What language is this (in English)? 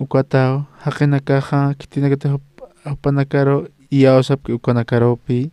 Aymara